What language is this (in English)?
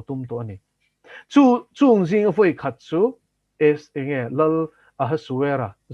Mizo